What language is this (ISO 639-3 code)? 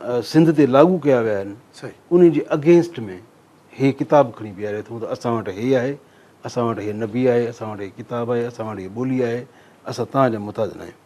snd